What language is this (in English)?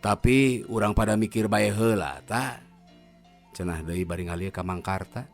Sundanese